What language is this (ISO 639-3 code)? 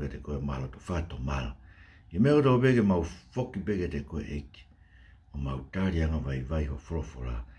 ton